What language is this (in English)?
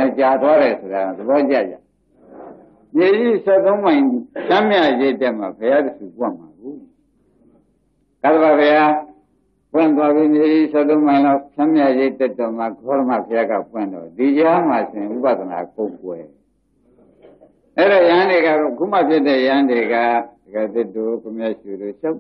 Burmese